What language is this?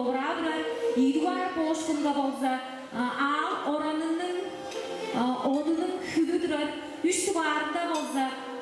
Tuvinian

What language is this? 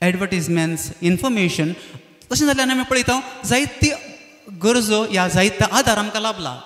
Konkani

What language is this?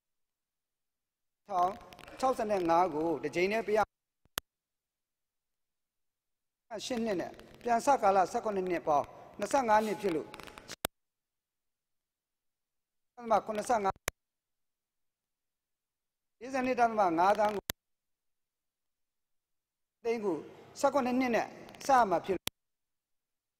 Burmese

